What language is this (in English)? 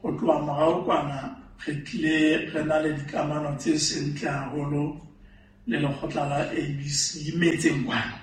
Southern Sotho